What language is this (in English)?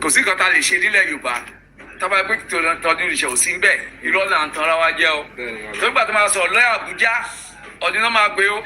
Yoruba